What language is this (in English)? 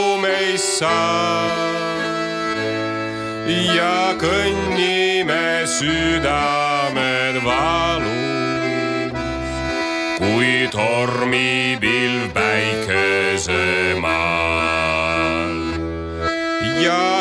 Estonian